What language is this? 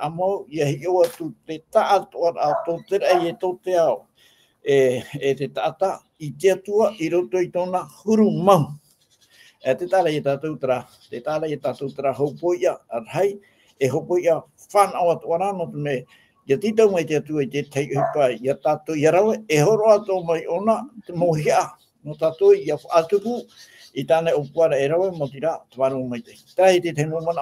Tahitian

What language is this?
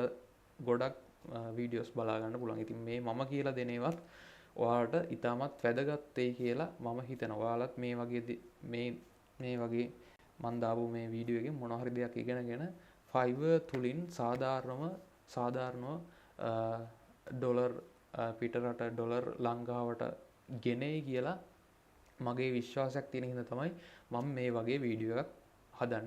Sinhala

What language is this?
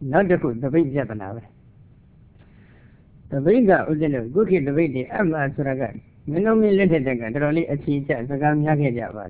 Burmese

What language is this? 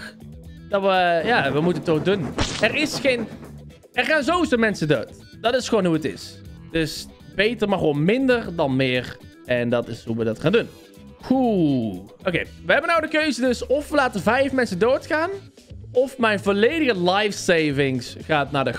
Dutch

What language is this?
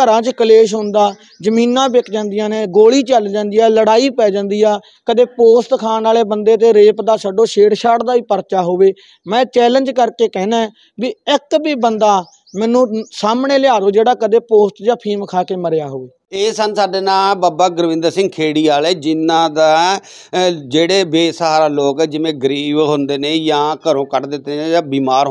Punjabi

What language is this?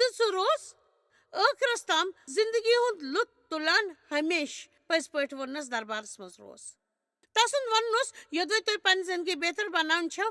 Kashmiri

